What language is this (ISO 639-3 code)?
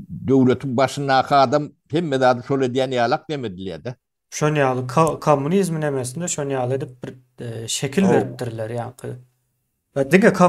tuk